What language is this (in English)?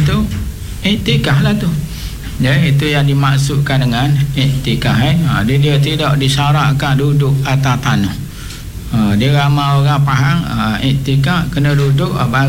Malay